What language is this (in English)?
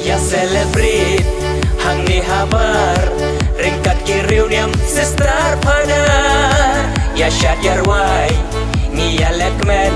Khasi